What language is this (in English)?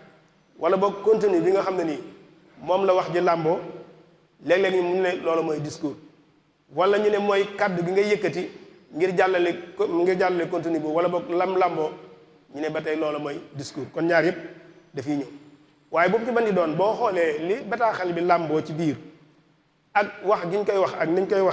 Wolof